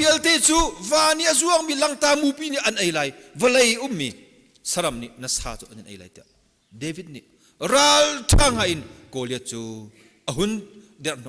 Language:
Hakha Chin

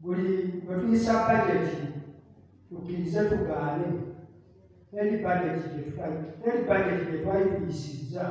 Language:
Ganda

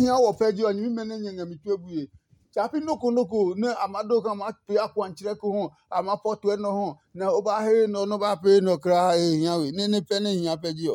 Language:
Adangme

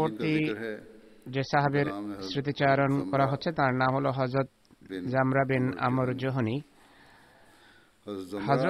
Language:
Bangla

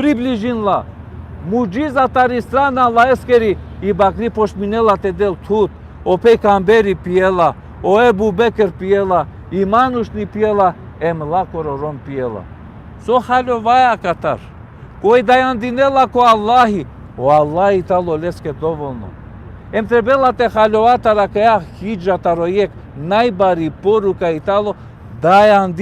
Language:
Balkan Romani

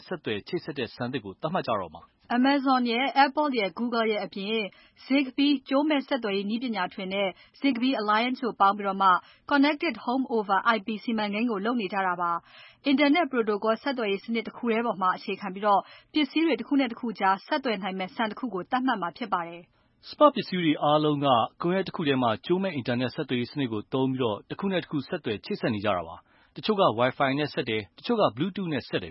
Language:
Burmese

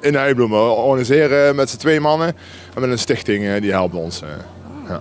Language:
Limburgish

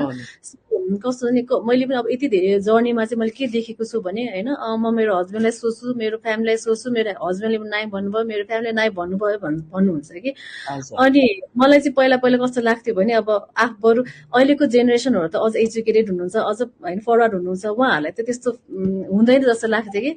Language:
Nepali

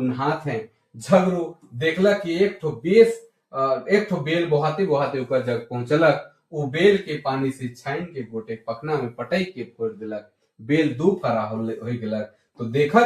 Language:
Sadri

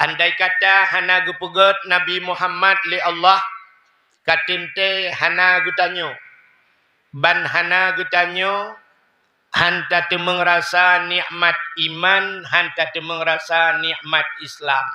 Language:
Achinese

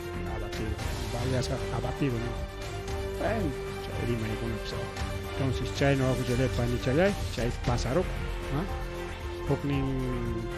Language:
Ayacucho Quechua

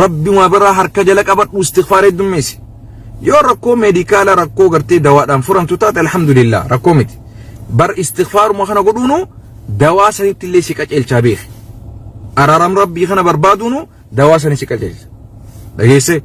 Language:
Oromo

